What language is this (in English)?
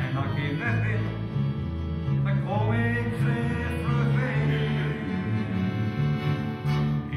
Dutch